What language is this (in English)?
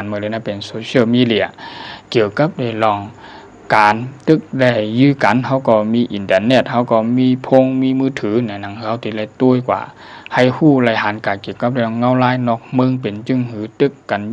Shan